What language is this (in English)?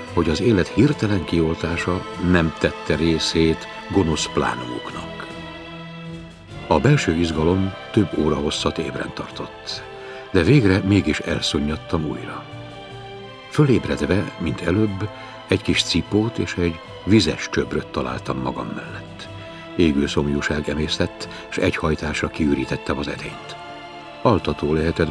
Hungarian